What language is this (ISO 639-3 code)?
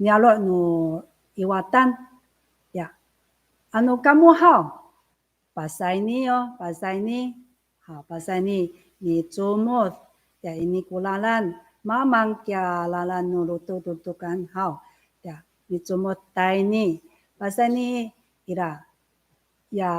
ami